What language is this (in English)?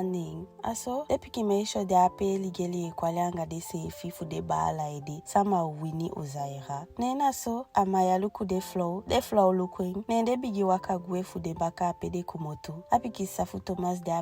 Eastern Maroon Creole